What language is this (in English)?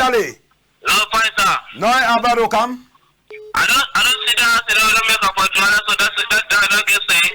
Cameroon Pidgin